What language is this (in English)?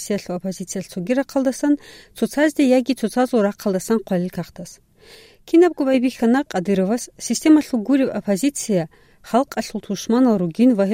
Avaric